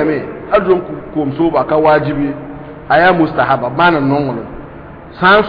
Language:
Mossi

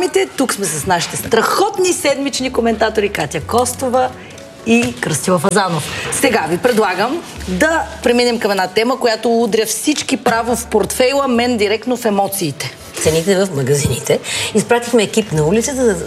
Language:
Bulgarian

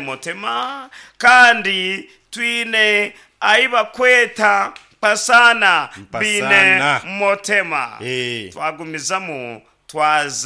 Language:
Nyankole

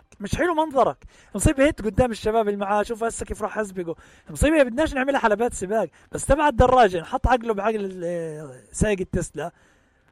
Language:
North Levantine Arabic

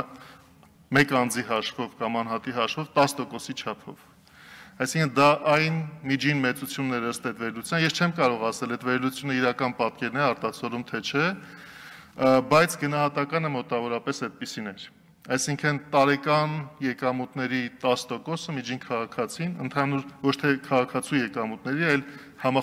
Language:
Armenian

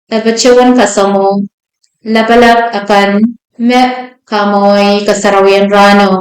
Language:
Pohnpeian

